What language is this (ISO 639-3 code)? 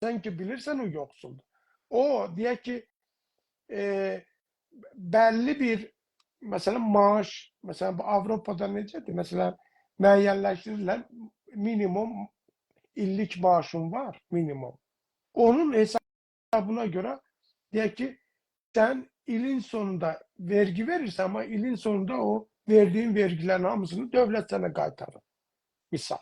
azb